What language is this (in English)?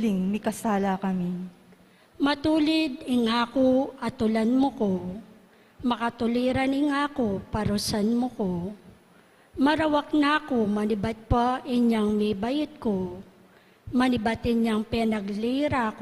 Pampanga